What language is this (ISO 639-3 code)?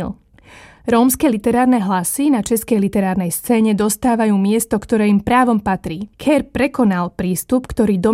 slk